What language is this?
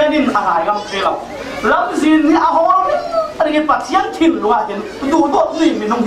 Falam Chin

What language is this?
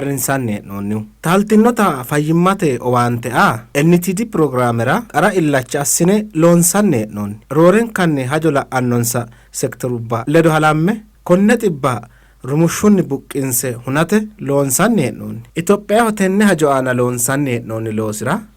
Sidamo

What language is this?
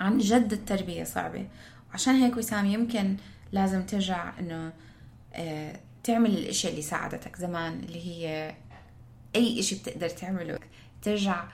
North Levantine Arabic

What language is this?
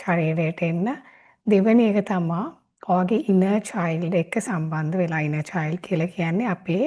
Sinhala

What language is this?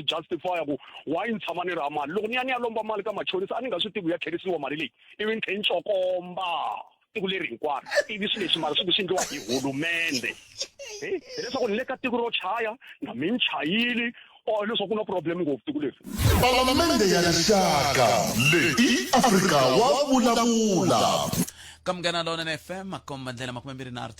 Tsonga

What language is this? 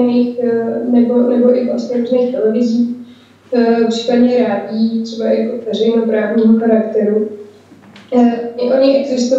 Czech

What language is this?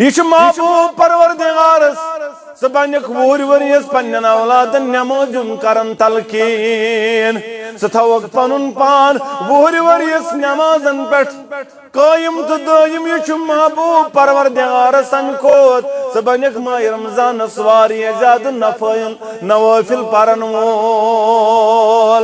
Kashmiri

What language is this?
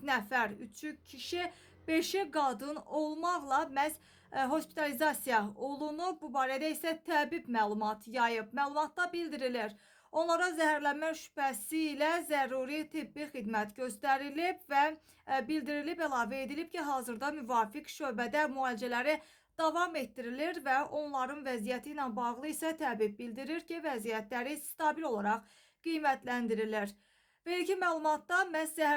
Azerbaijani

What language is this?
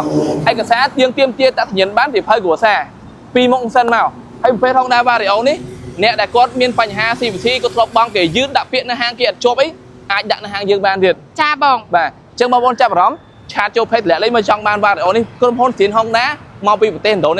Khmer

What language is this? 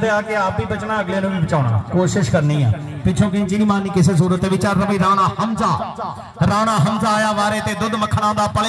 Punjabi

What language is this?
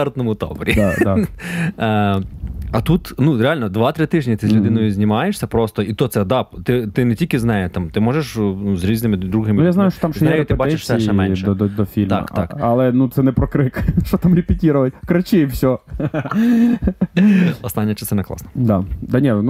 Ukrainian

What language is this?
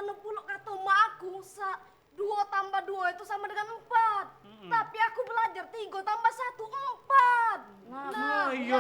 Musi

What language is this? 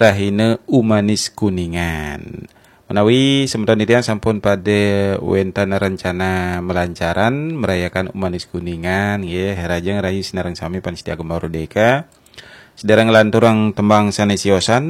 Balinese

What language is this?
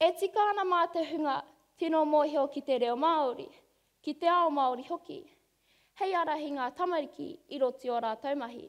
Māori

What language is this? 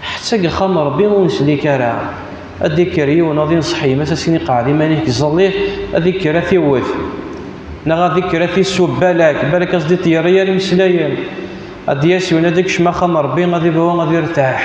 Kabyle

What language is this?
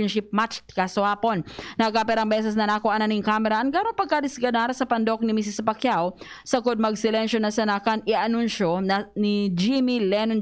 Bikol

